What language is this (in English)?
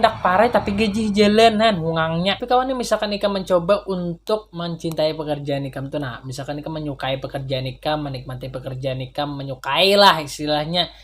Banjar